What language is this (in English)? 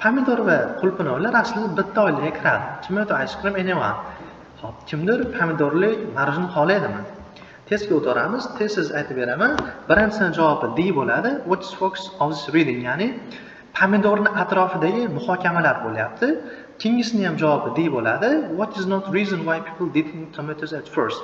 Uzbek